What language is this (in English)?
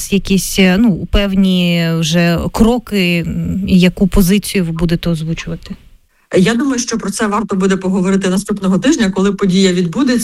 Ukrainian